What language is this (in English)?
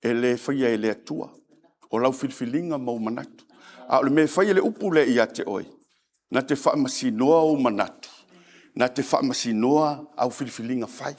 Samoan